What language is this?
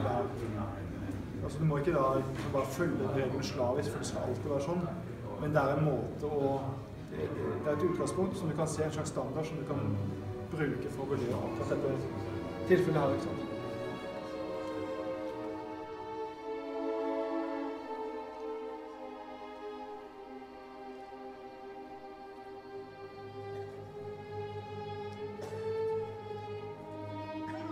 Norwegian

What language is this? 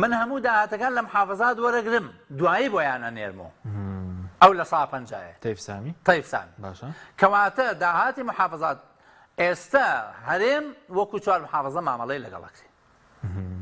Central Kurdish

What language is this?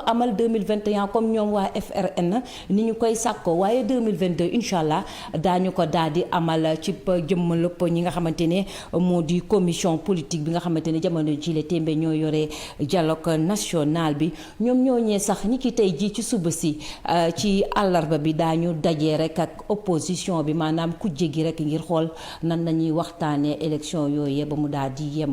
Wolof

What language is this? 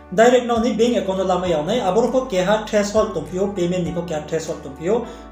Riang (India)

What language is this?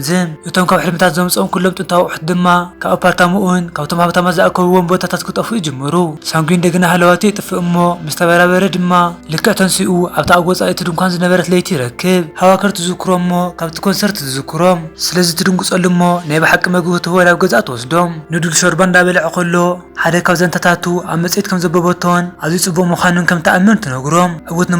Tigrinya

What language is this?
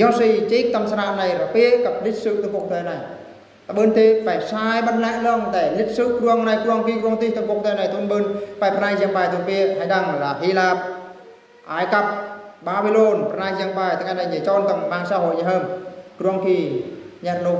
Eastern Bru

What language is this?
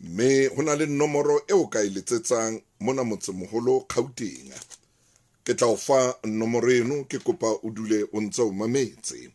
Southern Sotho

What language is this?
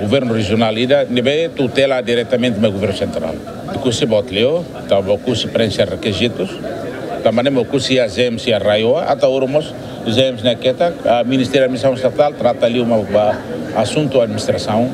Tetum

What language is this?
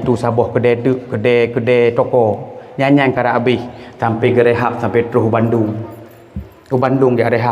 Achinese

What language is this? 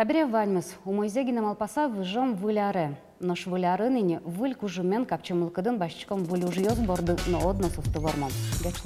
Udmurt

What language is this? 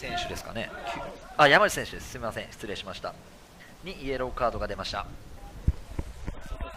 Japanese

